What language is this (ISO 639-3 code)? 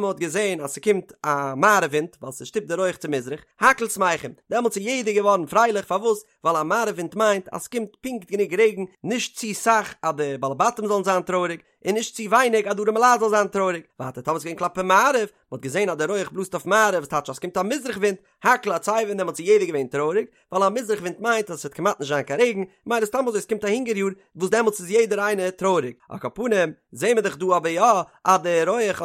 yid